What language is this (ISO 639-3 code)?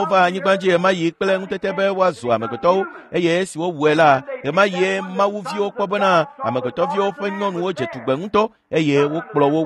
ewe